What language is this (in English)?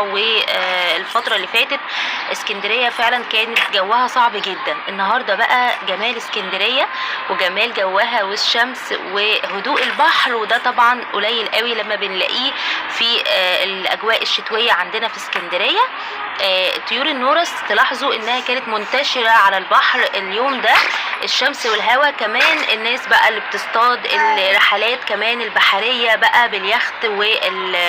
Egyptian Arabic